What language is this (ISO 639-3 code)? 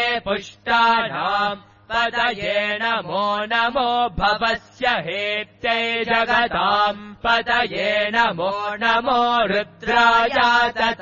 san